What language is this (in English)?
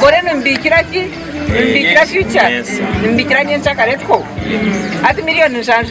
Nyankole